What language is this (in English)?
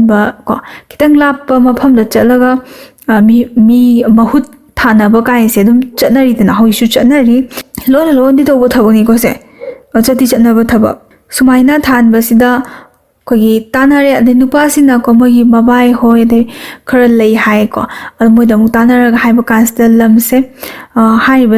Manipuri